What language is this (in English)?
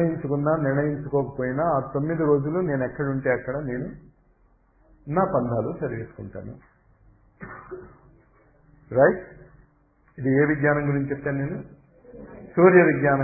Telugu